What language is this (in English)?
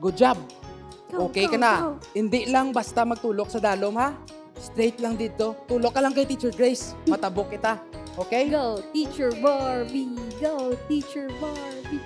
Hiligaynon